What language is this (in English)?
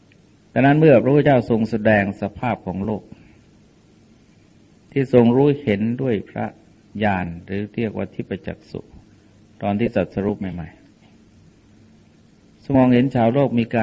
Thai